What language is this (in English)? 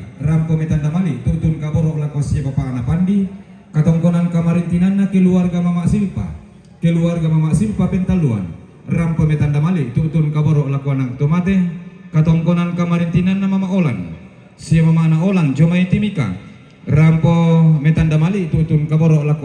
Toraja-Sa'dan